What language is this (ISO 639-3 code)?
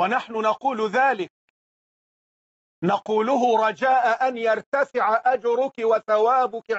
ara